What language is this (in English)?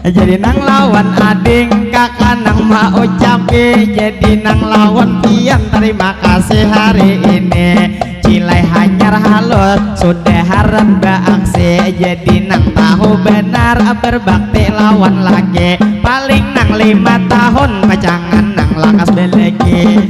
Banjar